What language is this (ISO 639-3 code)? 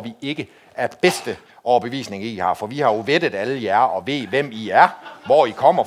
dan